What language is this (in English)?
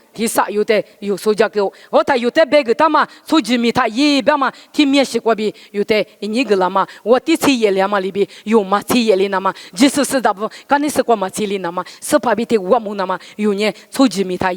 Lisu